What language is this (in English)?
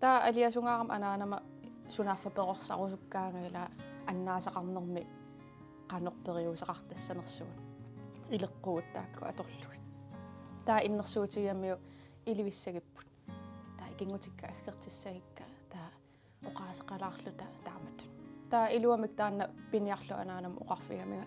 Kalaallisut